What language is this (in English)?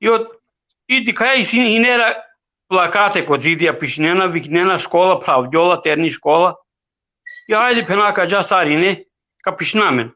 Balkan Romani